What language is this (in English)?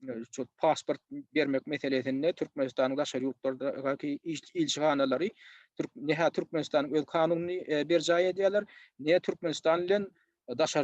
Turkmen